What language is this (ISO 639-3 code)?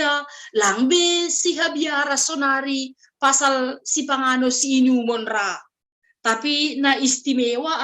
bts